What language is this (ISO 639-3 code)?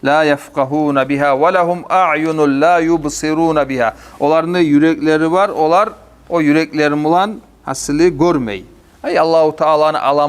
kum